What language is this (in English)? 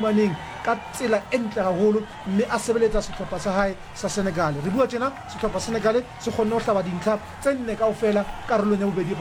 Southern Sotho